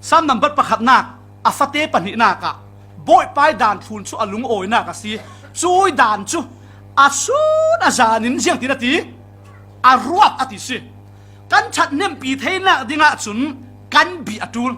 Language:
Falam Chin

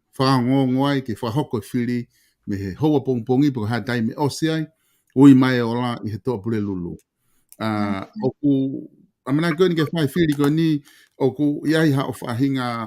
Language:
Tongan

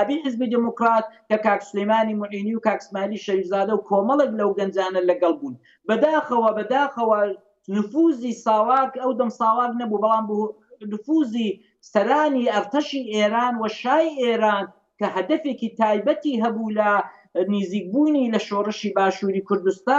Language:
Central Kurdish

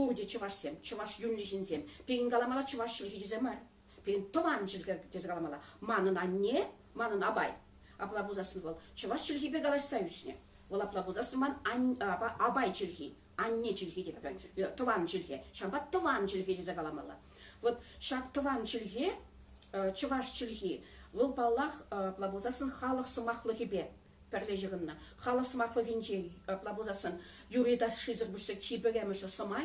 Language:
Chuvash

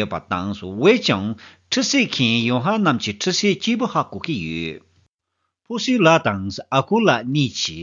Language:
Tibetan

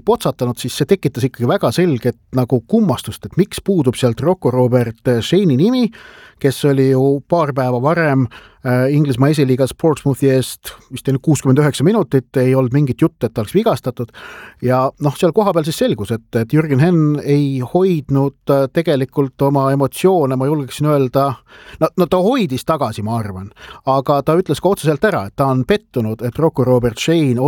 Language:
Estonian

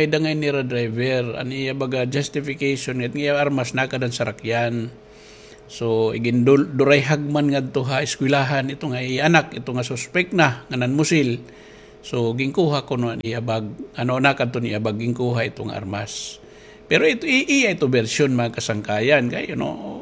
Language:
Waray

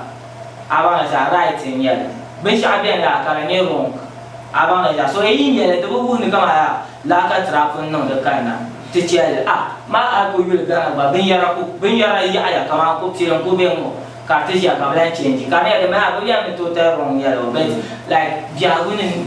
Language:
Dagbani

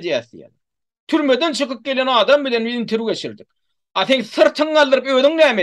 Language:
Turkmen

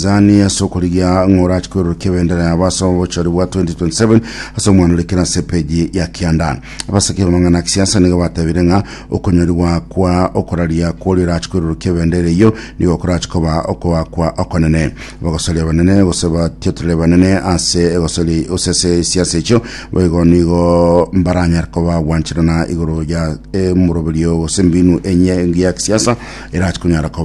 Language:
Gusii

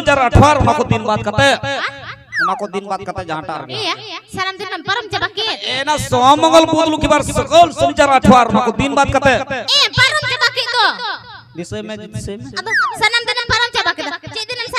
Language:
Santali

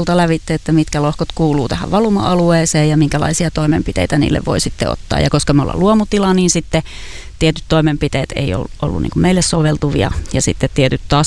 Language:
Finnish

